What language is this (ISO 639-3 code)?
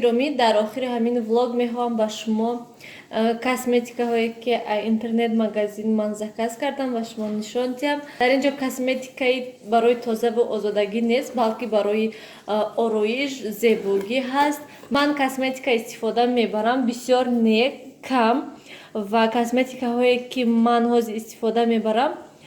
tgk